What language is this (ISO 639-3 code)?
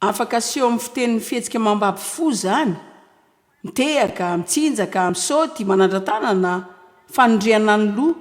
mlg